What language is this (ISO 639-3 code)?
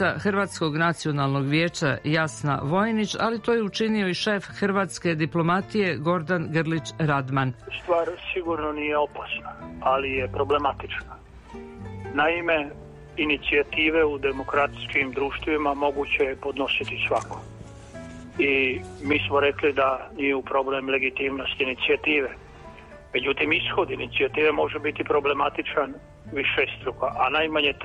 srp